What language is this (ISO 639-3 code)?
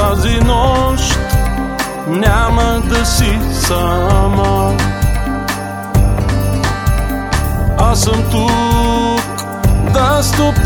bul